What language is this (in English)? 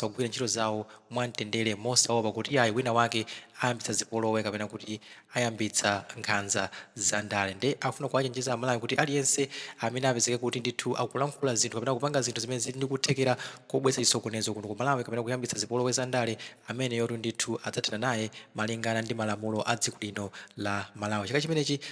Nyanja